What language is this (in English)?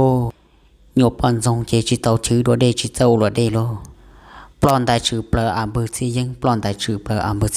Hmong